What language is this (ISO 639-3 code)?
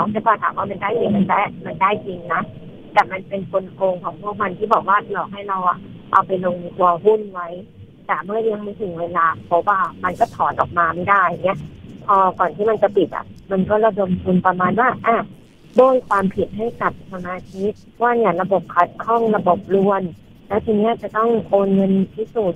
tha